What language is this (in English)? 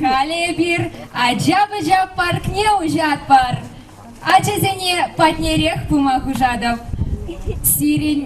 Chuvash